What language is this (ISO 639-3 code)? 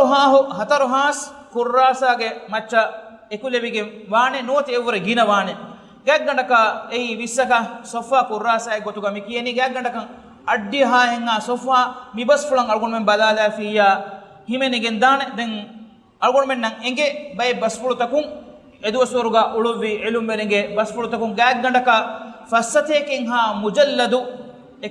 div